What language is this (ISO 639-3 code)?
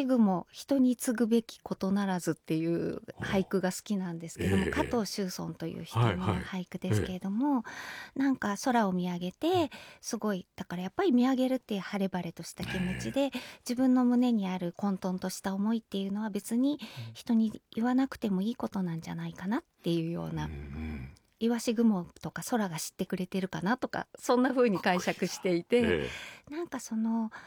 jpn